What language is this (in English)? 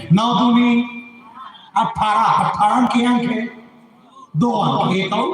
Chhattisgarhi